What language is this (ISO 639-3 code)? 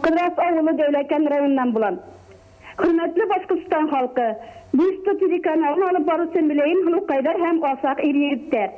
bak